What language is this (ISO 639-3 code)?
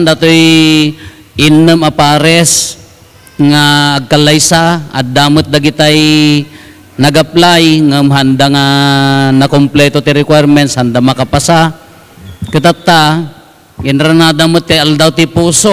ilo